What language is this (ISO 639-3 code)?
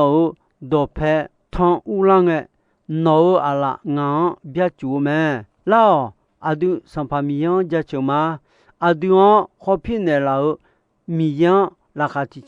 ahk